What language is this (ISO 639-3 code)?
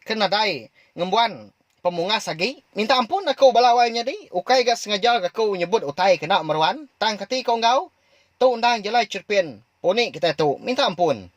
iba